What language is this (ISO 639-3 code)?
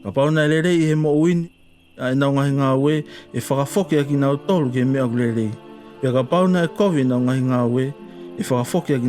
ton